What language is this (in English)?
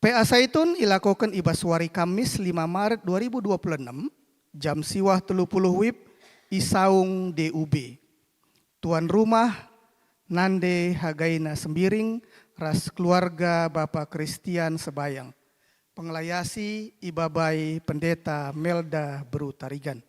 Batak Karo